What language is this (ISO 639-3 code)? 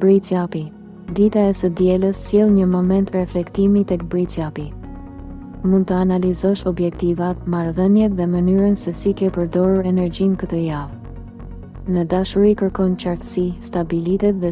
sqi